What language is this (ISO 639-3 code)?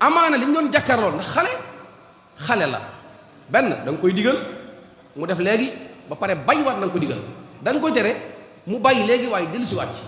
wol